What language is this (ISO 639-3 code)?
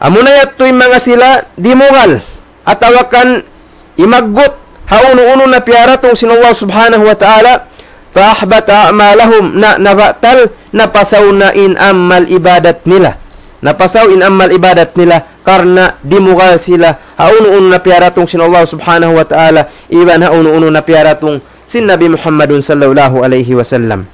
tsg